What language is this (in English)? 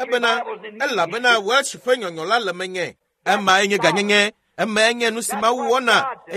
Ewe